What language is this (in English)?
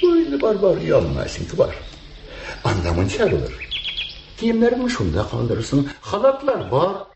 Tatar